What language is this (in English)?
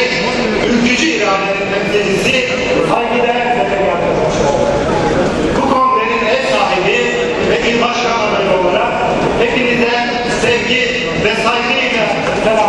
Turkish